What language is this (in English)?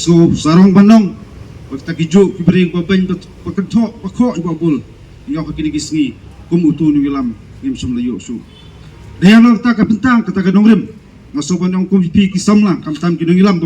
Khasi